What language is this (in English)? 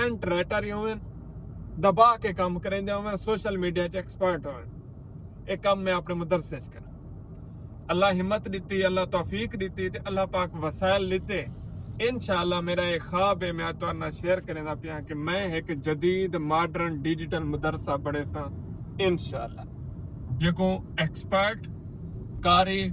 Saraiki